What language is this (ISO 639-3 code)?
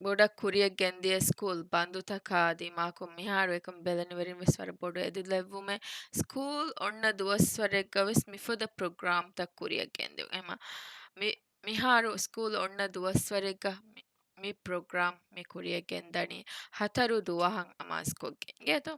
div